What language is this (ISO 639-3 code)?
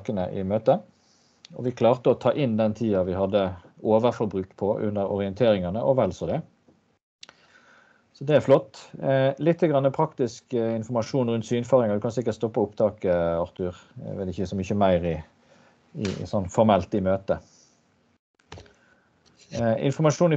nor